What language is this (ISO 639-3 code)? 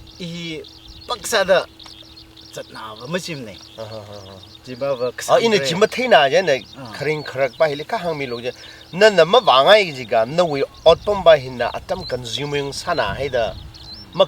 nmf